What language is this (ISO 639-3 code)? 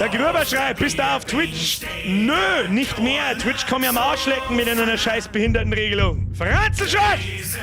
bar